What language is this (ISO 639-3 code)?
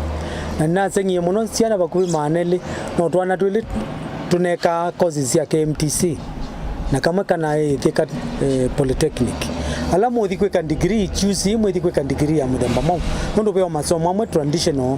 kam